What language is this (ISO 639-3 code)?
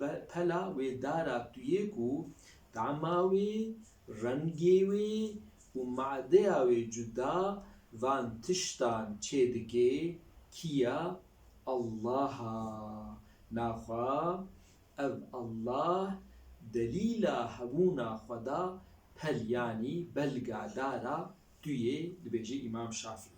kur